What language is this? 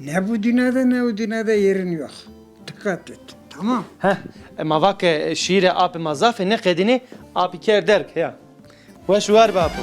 Zaza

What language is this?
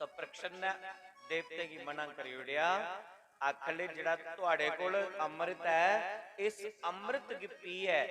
Dogri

